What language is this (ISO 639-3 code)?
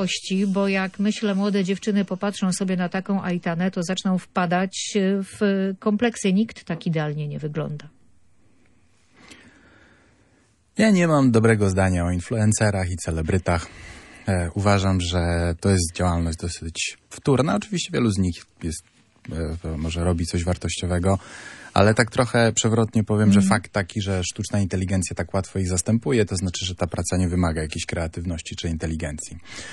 pol